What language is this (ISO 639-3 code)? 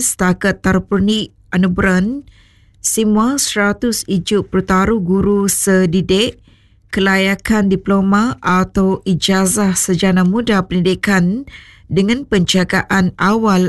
msa